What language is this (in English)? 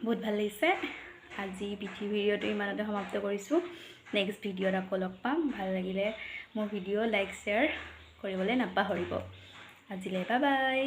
Assamese